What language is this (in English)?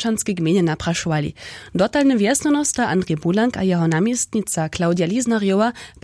Upper Sorbian